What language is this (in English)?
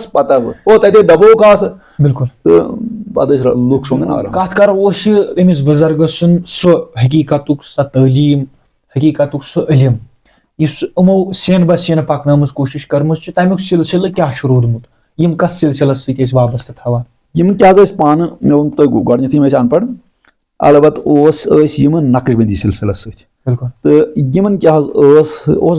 Kashmiri